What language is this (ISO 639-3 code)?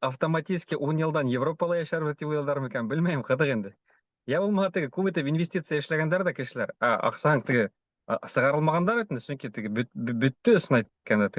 bak